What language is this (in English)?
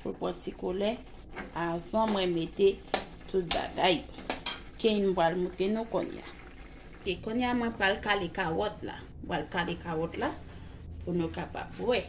Haitian Creole